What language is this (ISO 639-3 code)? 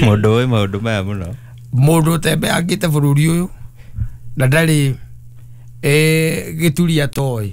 kik